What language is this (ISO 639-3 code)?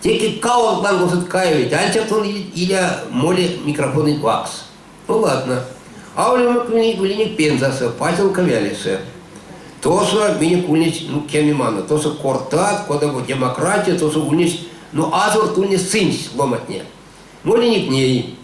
myv